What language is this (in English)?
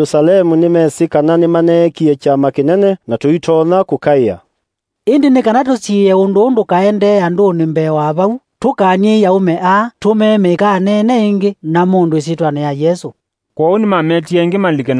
Kamba